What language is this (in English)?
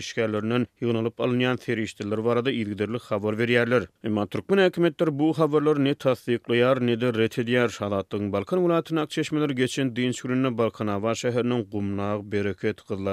Turkmen